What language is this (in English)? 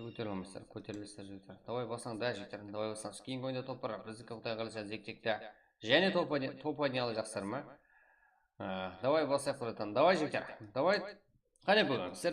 Kara-Kalpak